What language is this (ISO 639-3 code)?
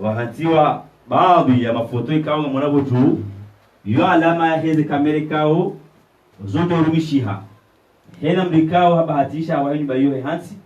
zdj